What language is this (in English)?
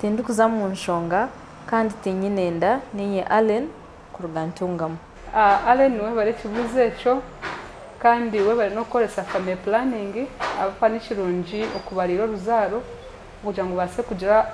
Nyankole